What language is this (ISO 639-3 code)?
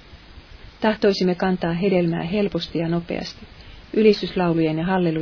fin